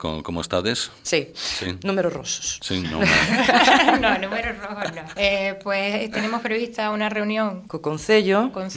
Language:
Galician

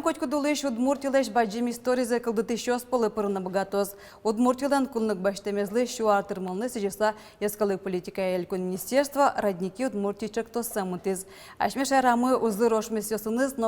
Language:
Udmurt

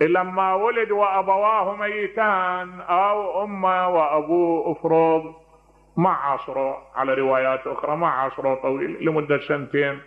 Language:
Mesopotamian Arabic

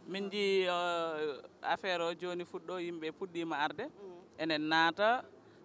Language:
Fula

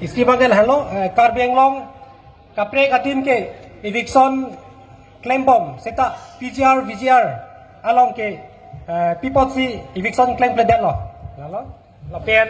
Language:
Karbi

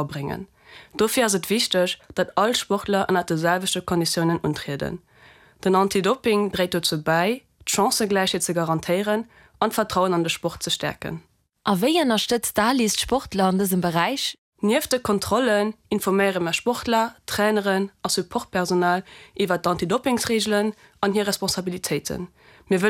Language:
Luxembourgish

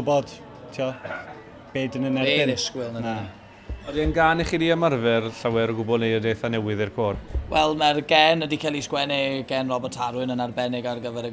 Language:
Welsh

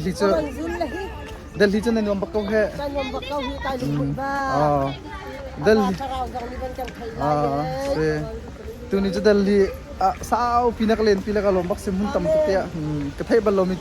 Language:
Hakha Chin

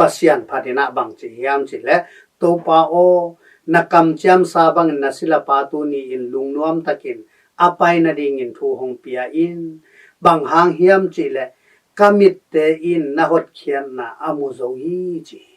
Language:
Tedim Chin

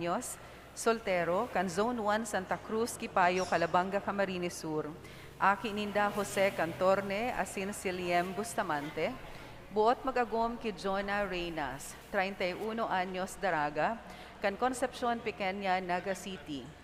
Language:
Bikol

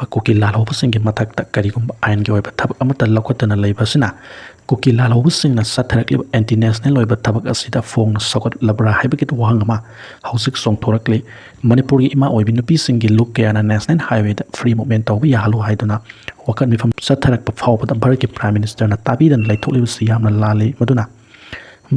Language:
Manipuri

